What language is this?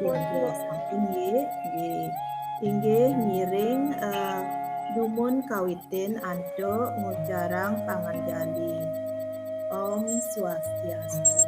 Balinese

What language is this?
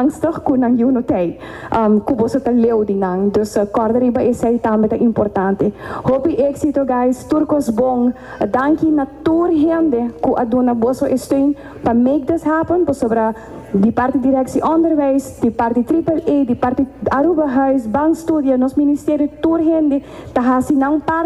Papiamento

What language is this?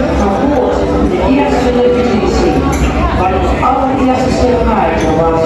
Limburgish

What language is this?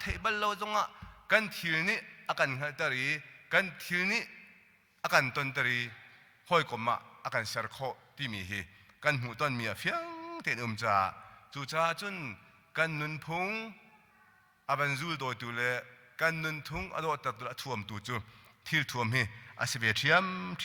Hakha Chin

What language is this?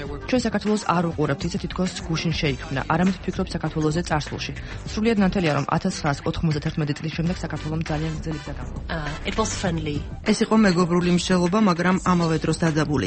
Georgian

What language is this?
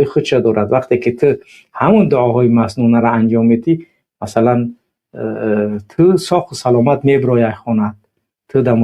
Tajik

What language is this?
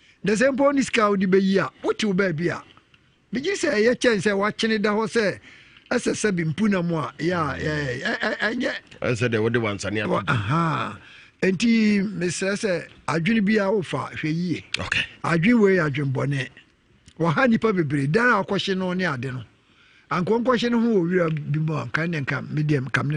Akan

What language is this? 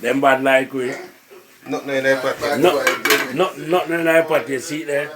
Jamaican Creole English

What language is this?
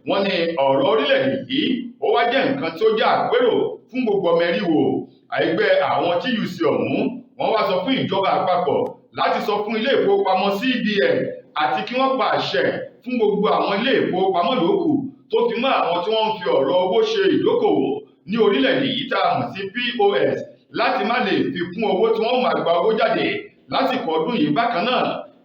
Yoruba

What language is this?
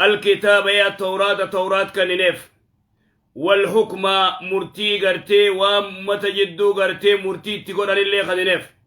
Oromo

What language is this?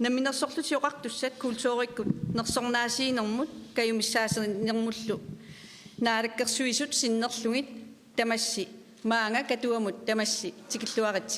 Kalaallisut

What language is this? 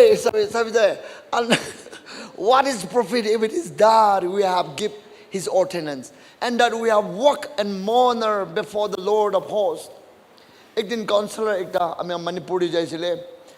Naga Pidgin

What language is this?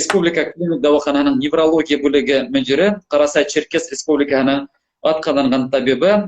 Bashkir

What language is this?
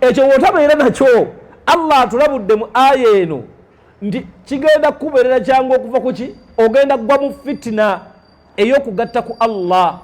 Ganda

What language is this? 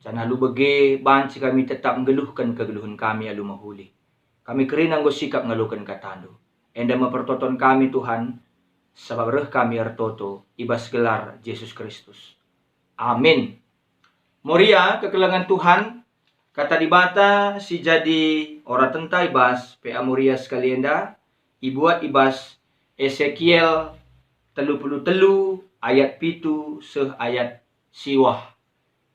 Batak Karo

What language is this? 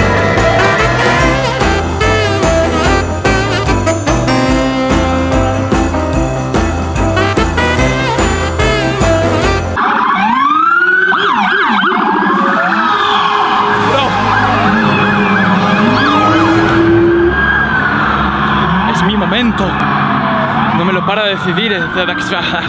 Spanish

